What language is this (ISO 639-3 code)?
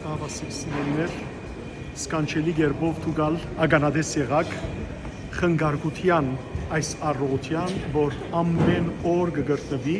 hyw